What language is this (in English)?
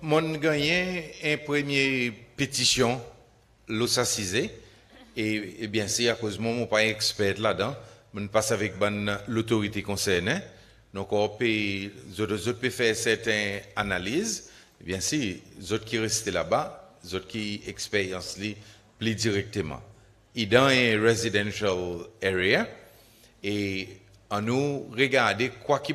Seselwa Creole French